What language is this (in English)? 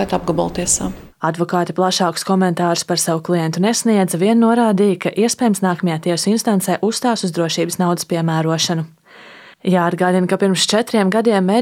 Latvian